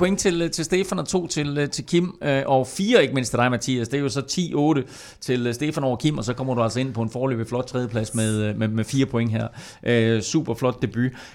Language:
Danish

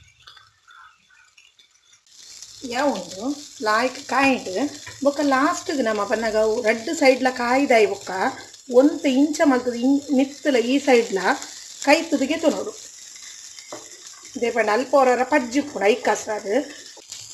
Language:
Tulu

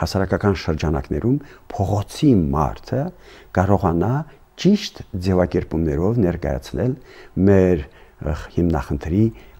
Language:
Armenian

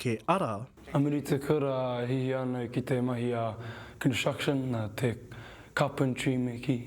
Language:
Māori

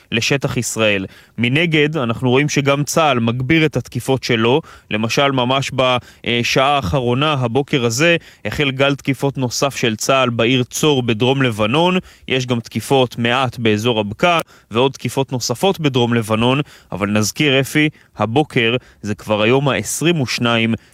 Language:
Hebrew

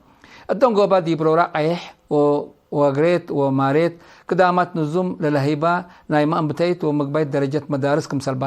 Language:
Tigre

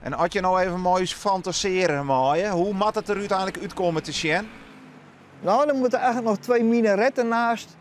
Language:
Western Frisian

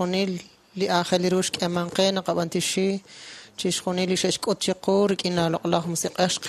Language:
Kekchí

